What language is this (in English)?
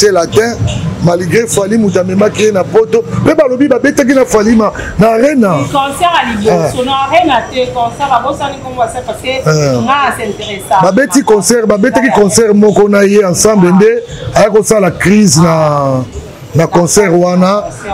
Lingala